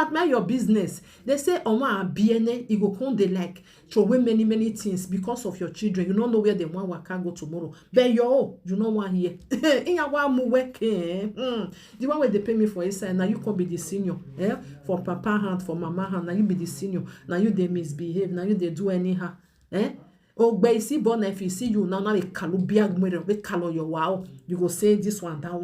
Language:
Nigerian Pidgin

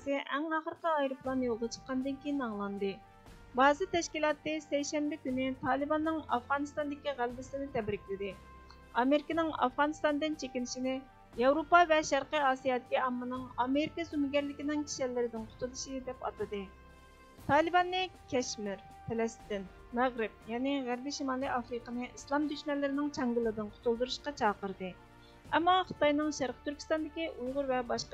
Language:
Uyghur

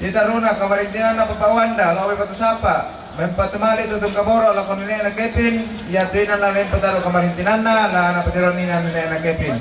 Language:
Toraja-Sa'dan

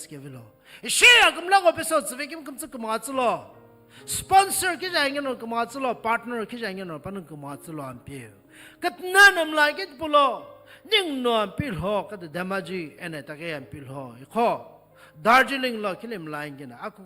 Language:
Sumi Naga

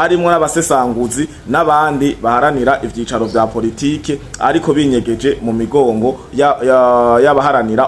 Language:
Rundi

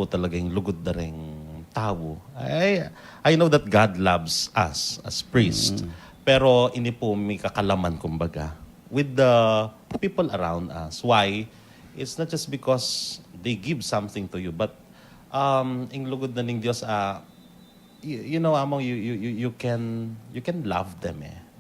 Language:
Pampanga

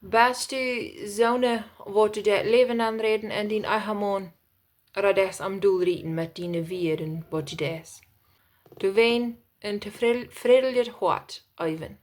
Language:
Plautdietsch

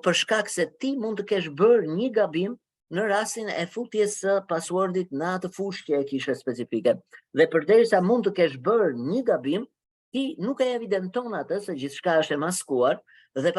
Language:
Albanian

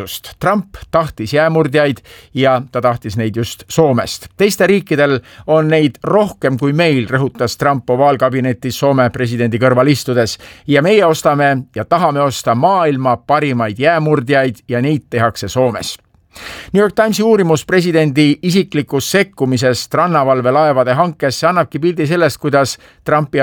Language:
Estonian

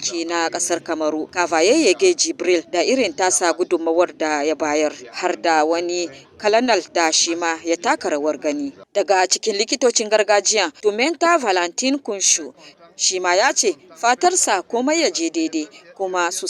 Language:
Hausa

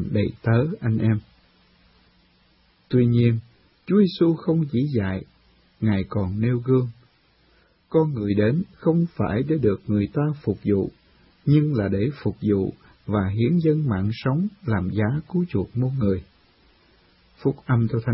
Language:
Vietnamese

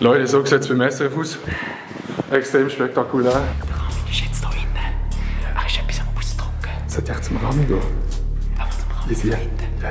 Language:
Swiss German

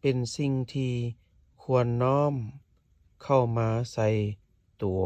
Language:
Lao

